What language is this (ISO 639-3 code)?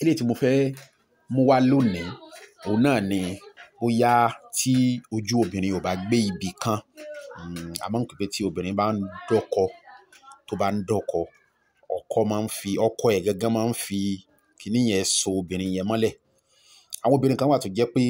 yor